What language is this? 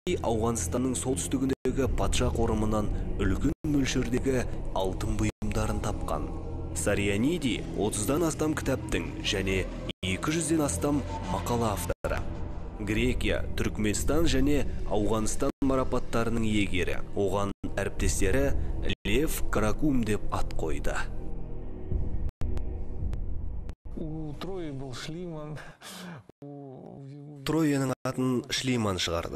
Kazakh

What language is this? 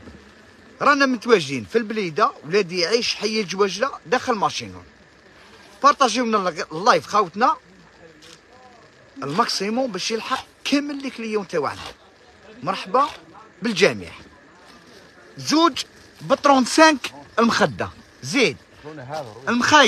Algerian Arabic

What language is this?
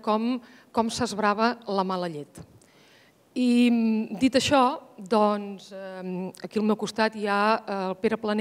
Catalan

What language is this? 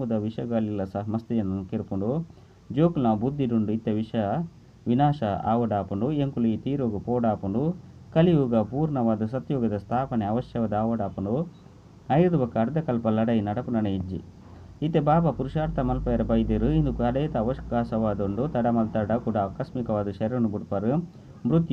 Tulu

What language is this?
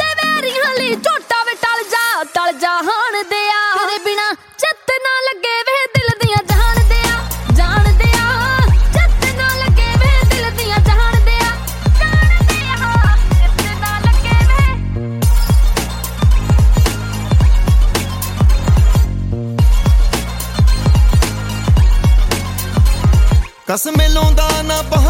Punjabi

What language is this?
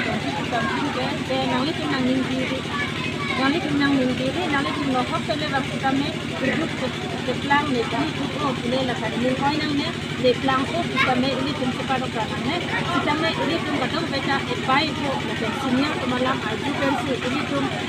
Karbi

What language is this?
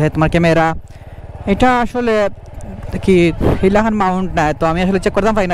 Sylheti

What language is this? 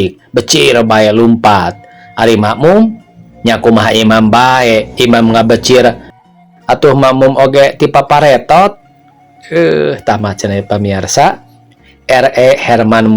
Sundanese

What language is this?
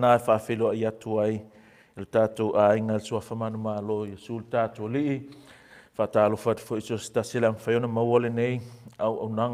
Samoan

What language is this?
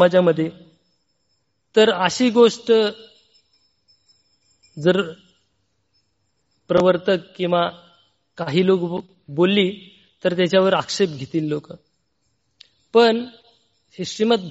Marathi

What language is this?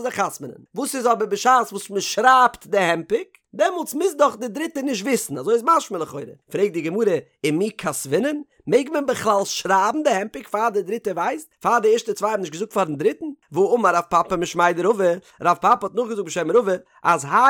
Yiddish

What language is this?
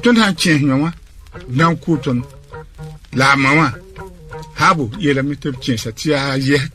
Mossi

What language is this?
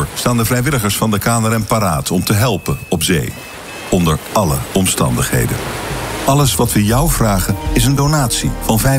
Dutch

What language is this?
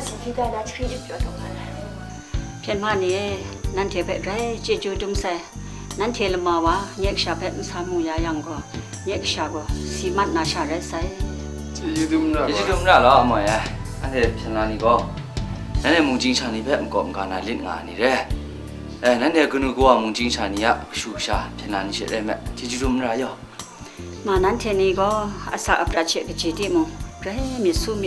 Kachin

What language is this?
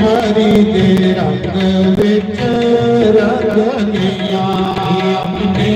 Dogri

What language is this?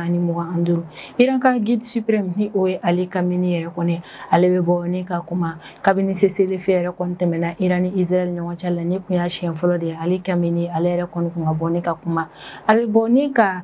Bambara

